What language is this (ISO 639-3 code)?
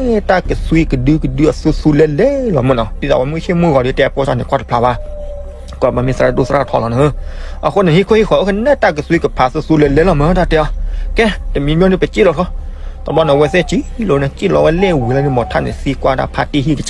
ksw